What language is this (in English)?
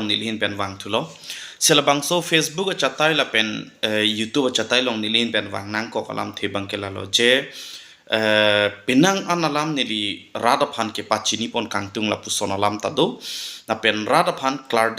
Karbi